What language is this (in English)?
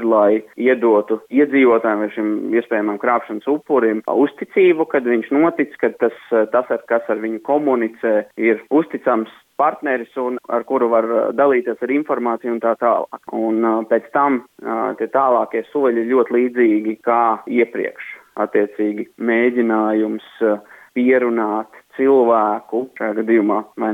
Latvian